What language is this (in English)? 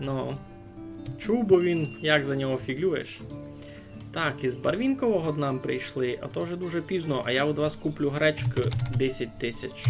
Rusyn